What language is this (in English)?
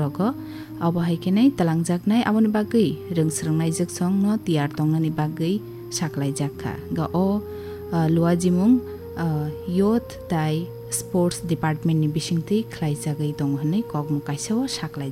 Kok Borok